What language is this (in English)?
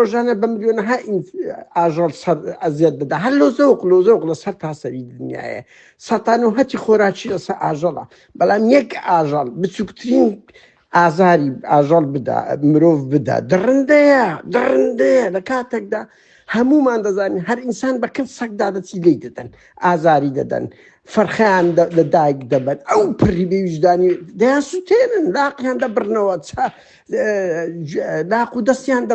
Central Kurdish